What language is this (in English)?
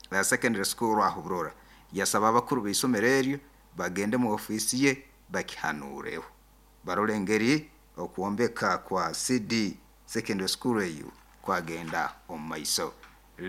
Nyankole